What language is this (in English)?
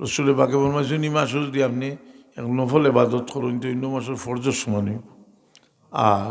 Sylheti